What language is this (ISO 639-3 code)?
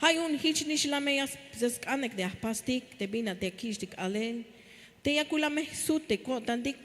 tzh